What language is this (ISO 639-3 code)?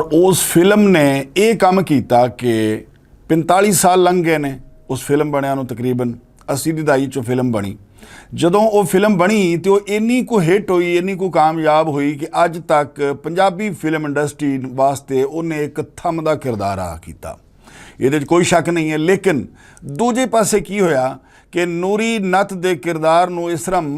lah